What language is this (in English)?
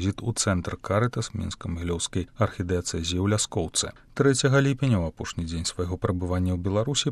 Belarusian